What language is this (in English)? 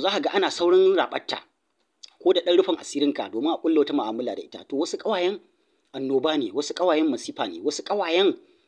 Hausa